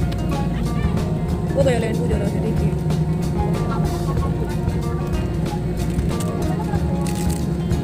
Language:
Hindi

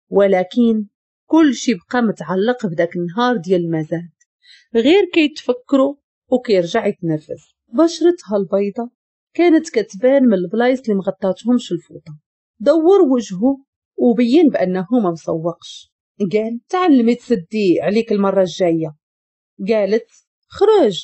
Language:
Moroccan Arabic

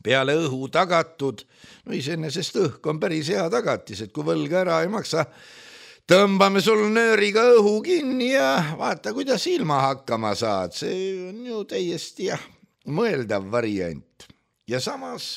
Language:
Estonian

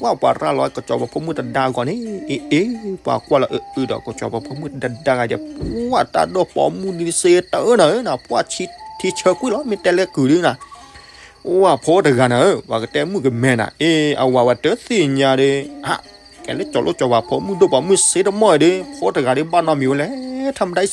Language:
S'gaw Karen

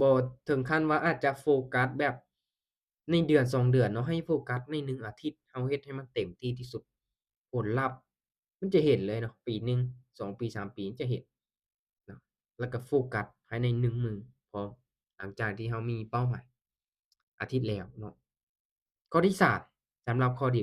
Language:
Lao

